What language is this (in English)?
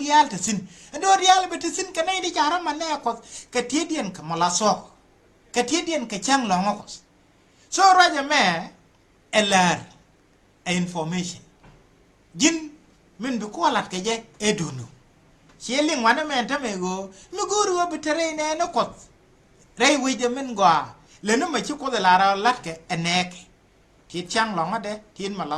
Nuer